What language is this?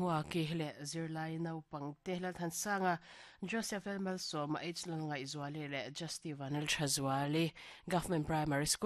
Mizo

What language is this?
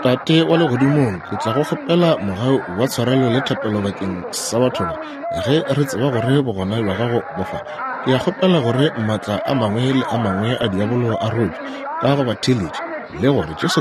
Northern Sotho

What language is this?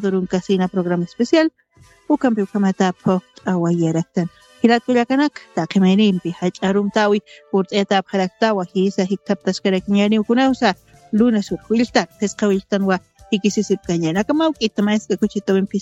Aymara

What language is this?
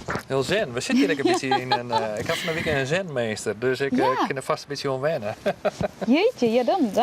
Western Frisian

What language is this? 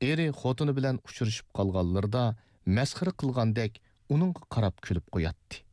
Uyghur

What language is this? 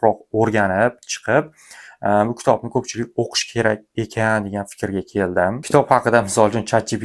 Uzbek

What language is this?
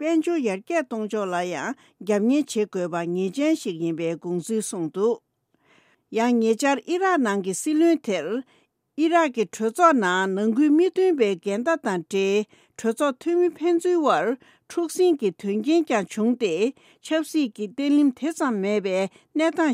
Tibetan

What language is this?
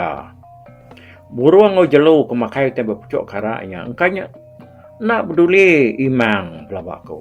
Iban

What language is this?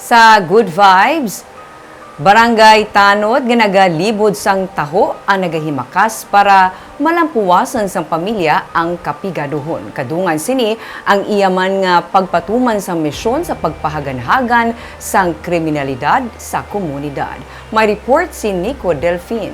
Hiligaynon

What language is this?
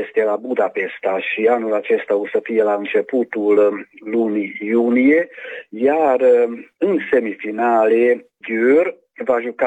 Romanian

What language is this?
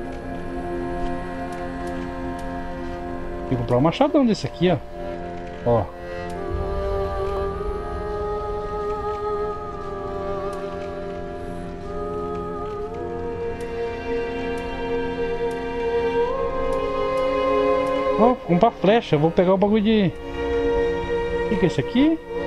Portuguese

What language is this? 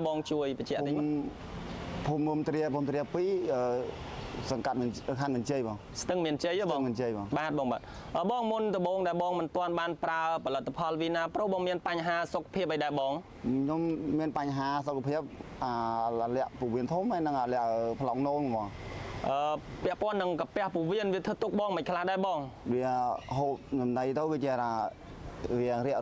Khmer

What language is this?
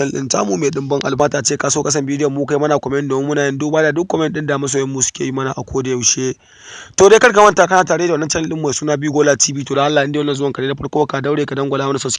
Hausa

